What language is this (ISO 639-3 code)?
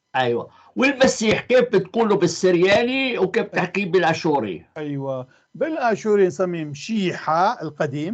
apc